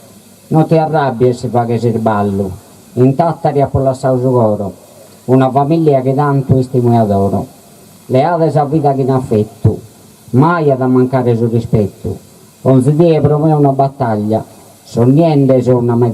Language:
Sardinian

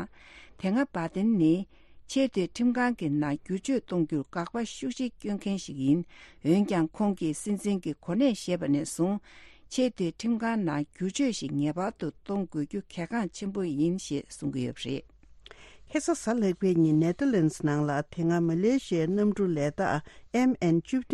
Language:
Tibetan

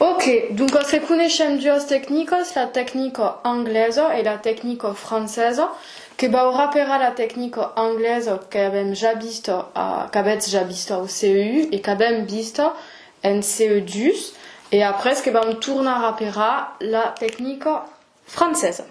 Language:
Occitan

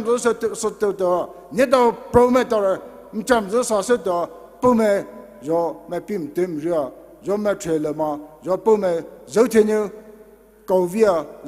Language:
Poumei Naga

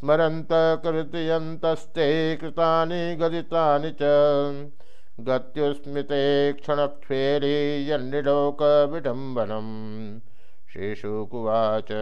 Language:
Sanskrit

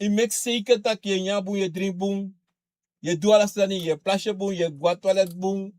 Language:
Sranan Tongo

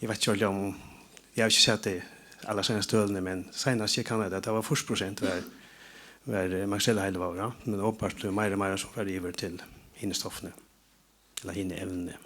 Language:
Faroese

